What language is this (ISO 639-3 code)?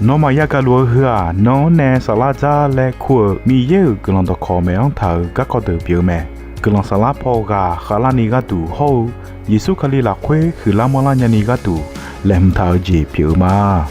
ahk